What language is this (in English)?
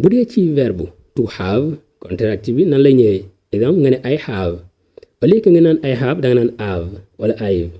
Wolof